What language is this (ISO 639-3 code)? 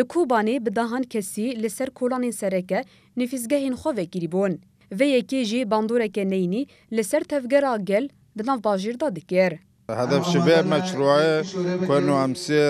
kur